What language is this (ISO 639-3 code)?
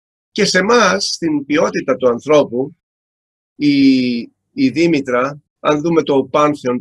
ell